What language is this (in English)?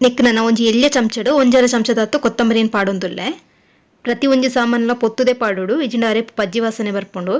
Tulu